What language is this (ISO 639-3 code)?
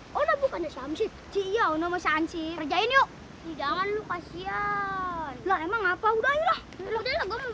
bew